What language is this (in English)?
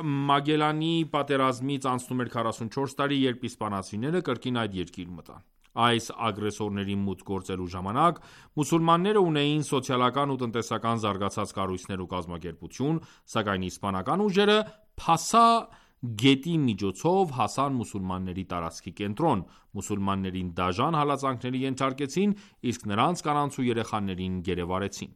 Armenian